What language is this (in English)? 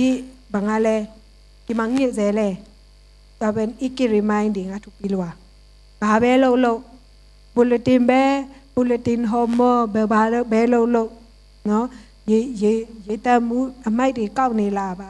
Tedim Chin